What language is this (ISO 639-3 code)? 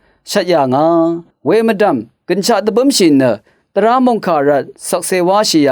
raw